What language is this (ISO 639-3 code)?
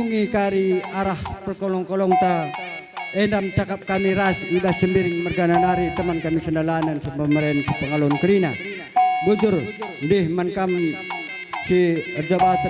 btx